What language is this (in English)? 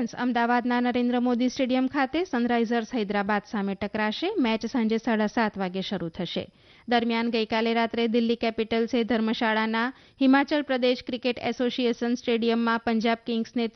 Gujarati